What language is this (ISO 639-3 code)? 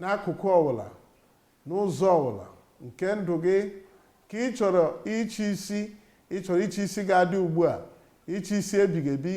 ibo